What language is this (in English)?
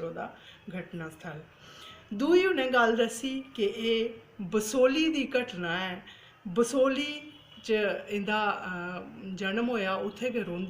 Dogri